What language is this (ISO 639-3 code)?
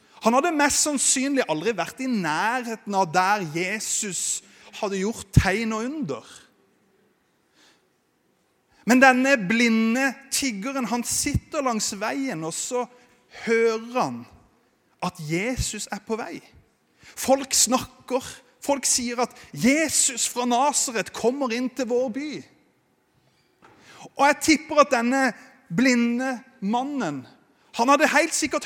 nor